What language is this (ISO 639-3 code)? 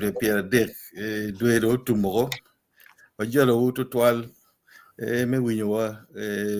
ach